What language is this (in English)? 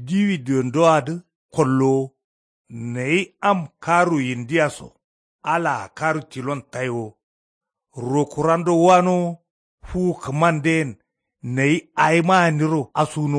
Kanuri